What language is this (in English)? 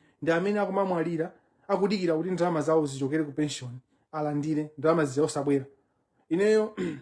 Nyanja